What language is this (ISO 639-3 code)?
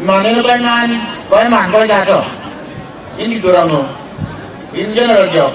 din